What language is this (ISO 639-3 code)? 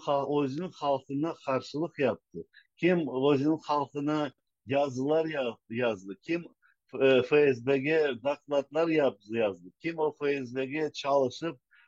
crh